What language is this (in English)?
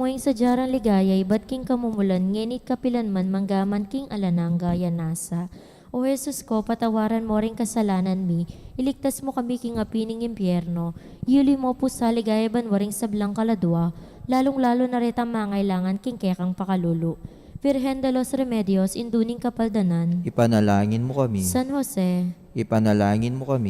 Pampanga